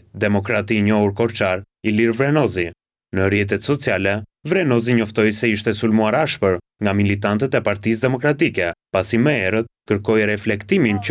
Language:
Albanian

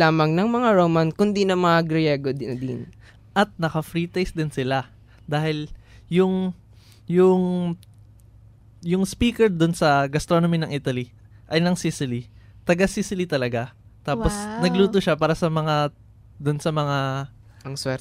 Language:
Filipino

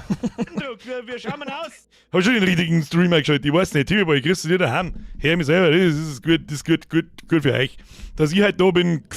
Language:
Bavarian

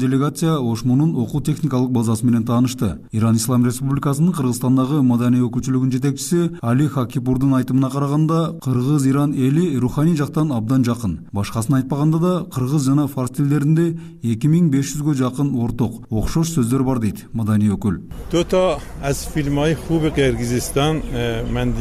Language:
Kyrgyz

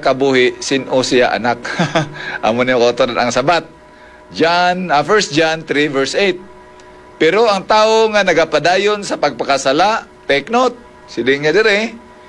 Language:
Hiligaynon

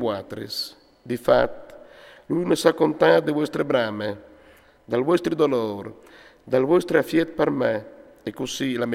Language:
Friulian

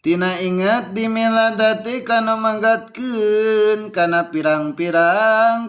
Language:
Sundanese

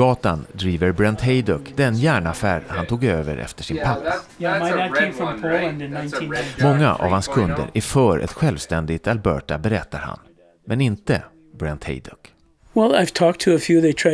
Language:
Swedish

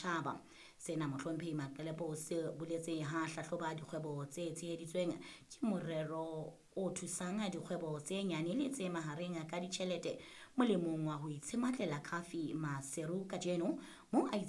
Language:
Southern Sotho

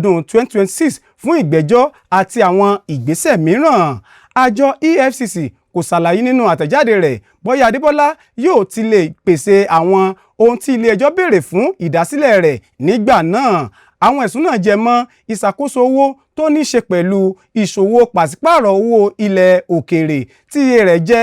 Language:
Yoruba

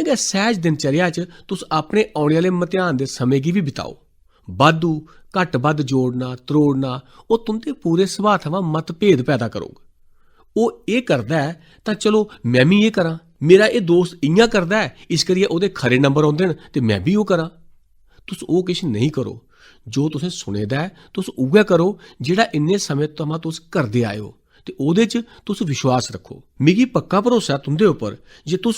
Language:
Dogri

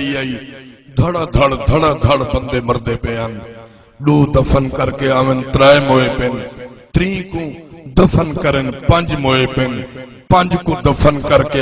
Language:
Saraiki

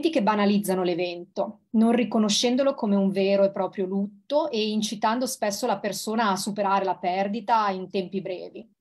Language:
Italian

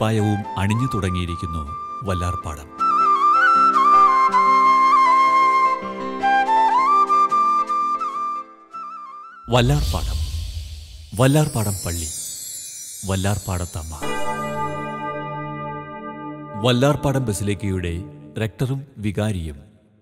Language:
Malayalam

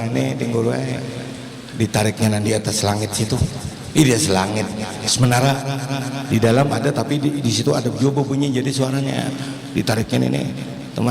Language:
Banjar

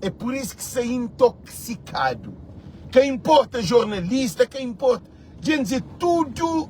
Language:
Kabuverdianu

